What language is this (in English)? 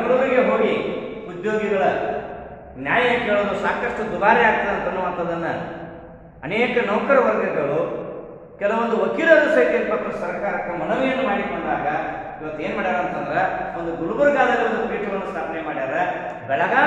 Kannada